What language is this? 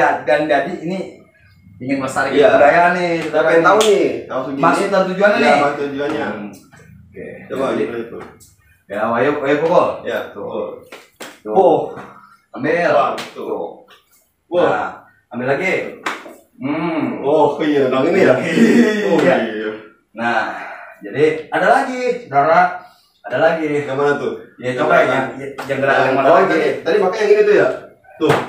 Betawi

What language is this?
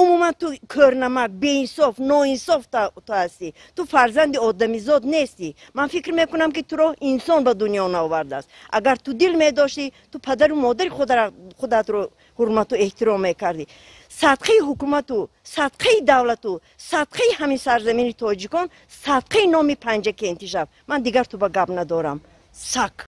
Tajik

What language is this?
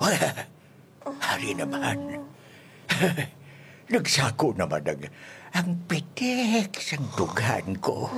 Hiligaynon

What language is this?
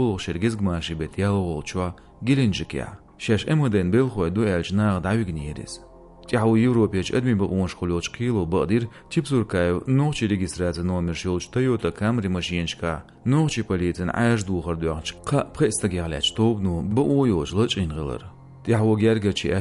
Chechen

